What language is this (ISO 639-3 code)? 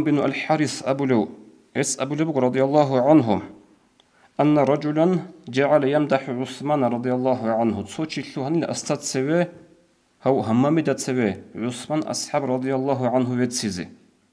ava